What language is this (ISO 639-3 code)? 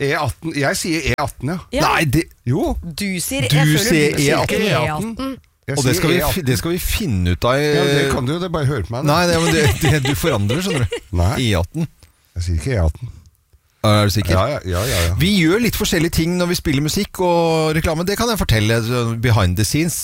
nor